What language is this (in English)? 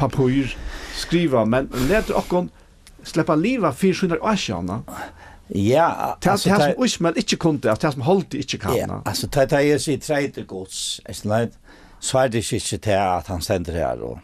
Faroese